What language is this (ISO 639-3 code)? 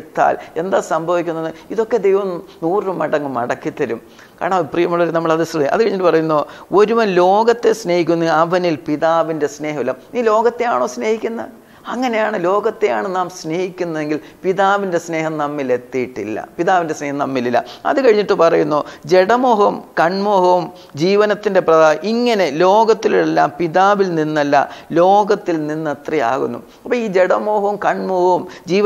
mal